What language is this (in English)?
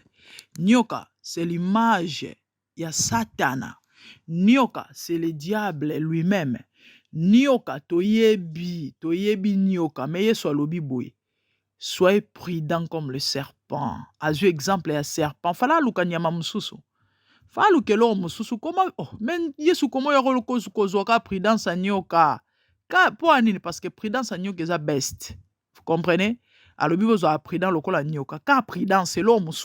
Lingala